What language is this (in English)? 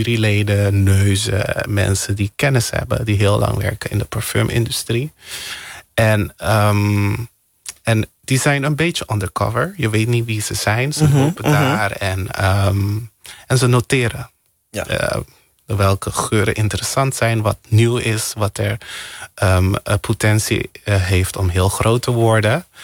Dutch